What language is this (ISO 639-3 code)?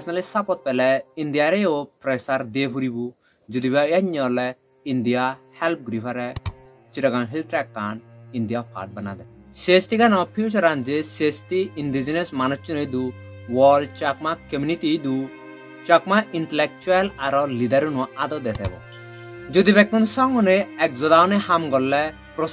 ccp